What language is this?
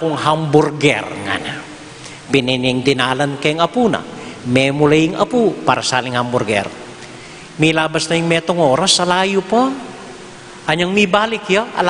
Pampanga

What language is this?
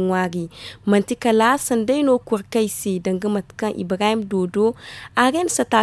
Zarma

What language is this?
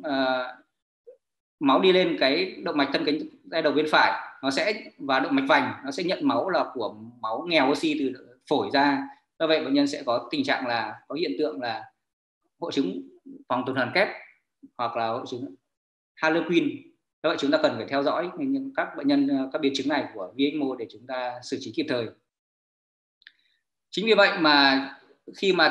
Vietnamese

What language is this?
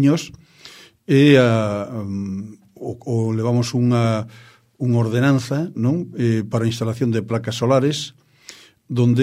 Galician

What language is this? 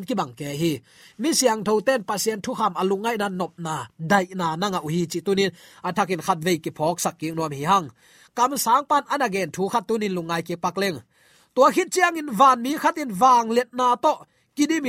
Tedim Chin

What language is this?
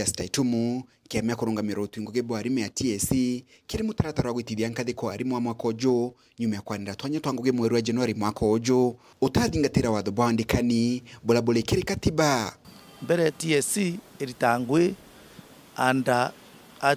Meru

